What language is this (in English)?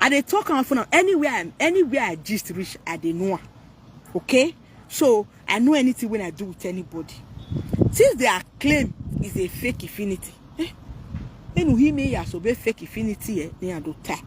Nigerian Pidgin